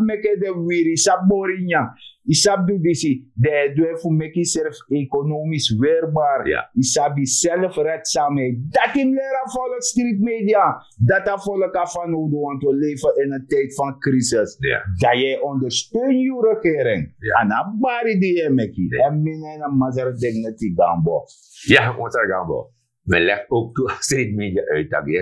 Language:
Sranan Tongo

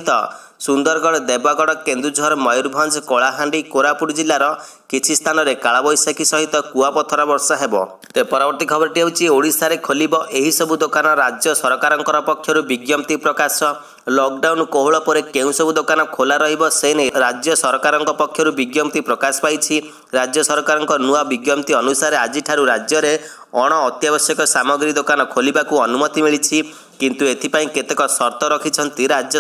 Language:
Odia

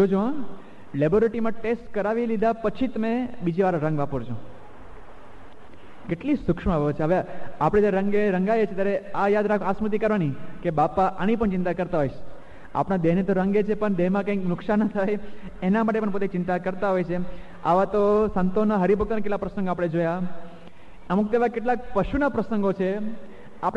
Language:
Gujarati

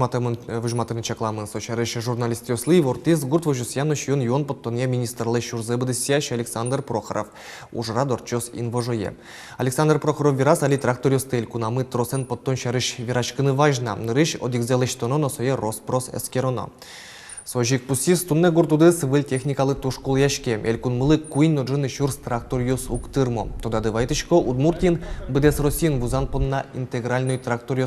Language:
Udmurt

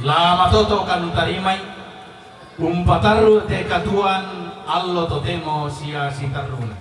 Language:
Toraja-Sa'dan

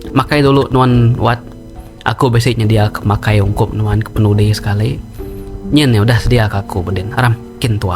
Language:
Iban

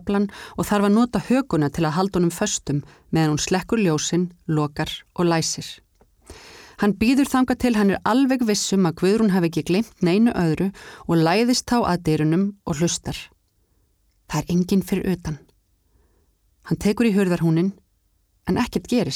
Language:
Icelandic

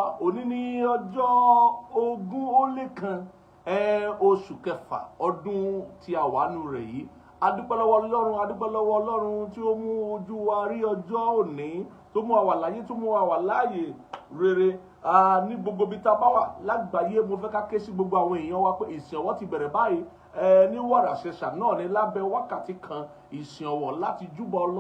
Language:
Yoruba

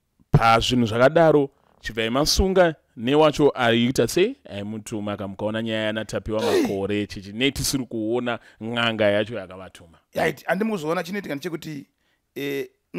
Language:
Shona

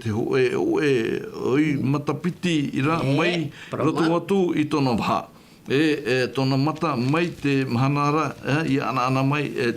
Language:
Tahitian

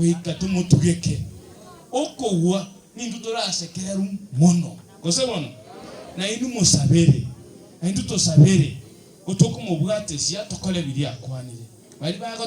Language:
Gusii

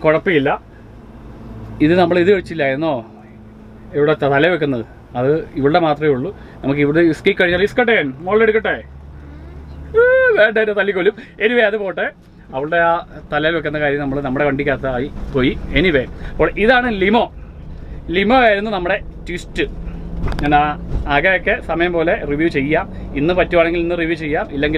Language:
Malayalam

